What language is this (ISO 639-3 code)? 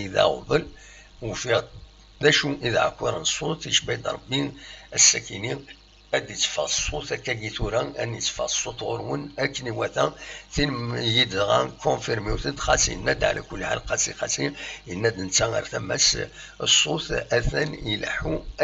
kab